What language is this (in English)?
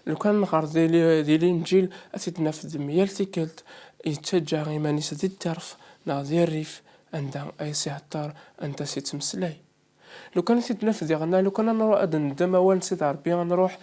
Kabyle